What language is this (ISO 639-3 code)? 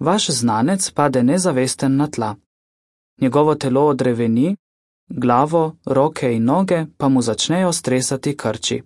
slv